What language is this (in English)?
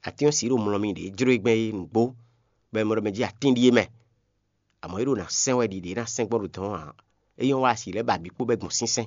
Fon